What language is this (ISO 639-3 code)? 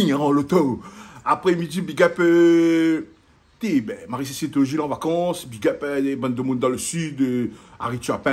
rcf